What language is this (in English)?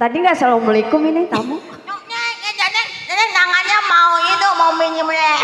Betawi